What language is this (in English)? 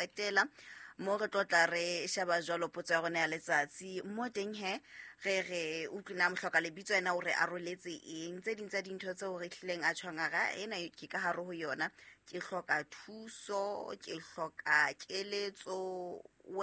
Southern Sotho